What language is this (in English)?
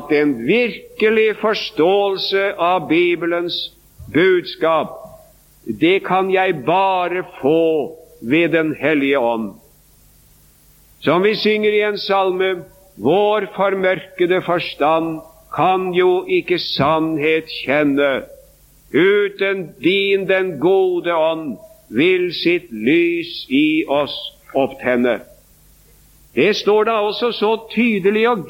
Norwegian